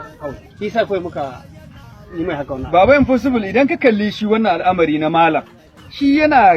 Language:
Hausa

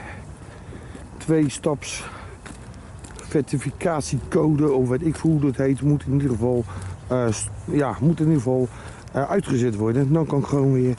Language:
Dutch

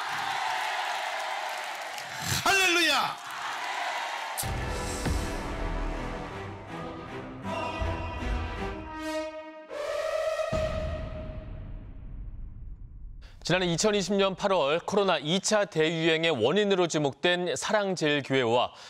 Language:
Korean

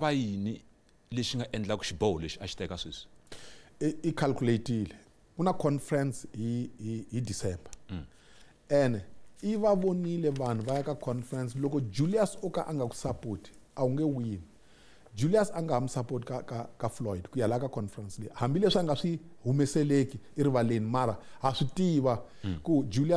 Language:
Tsonga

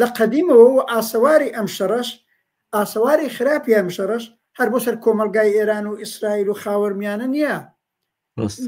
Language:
Central Kurdish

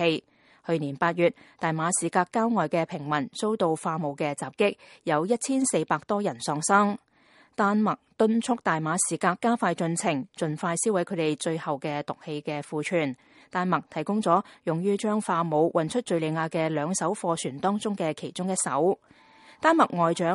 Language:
Cantonese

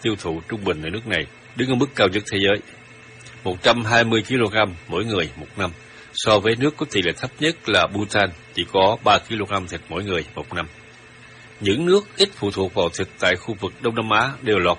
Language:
Vietnamese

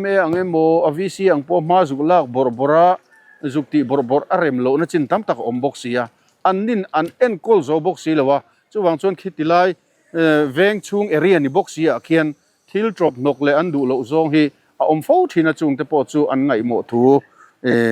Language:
Mizo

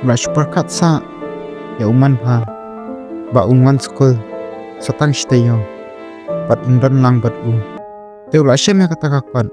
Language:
Khasi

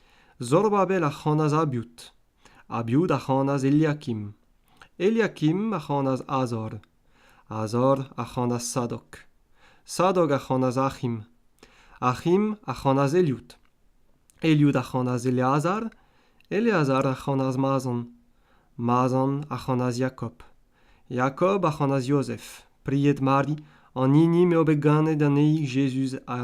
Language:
Breton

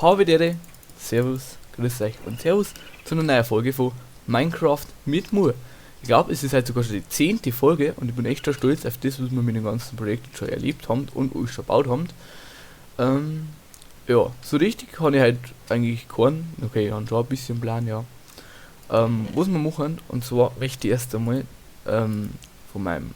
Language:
Bavarian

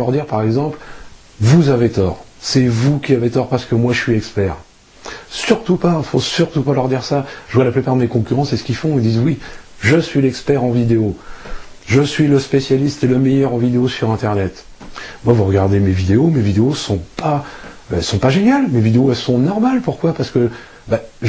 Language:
French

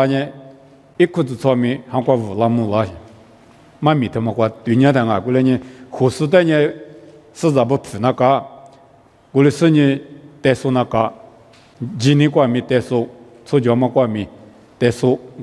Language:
Lisu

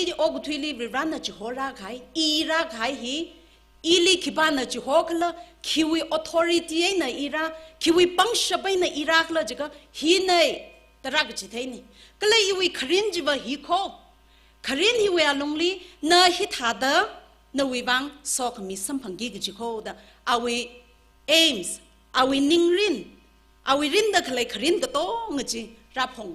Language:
Tangkhul Naga (India)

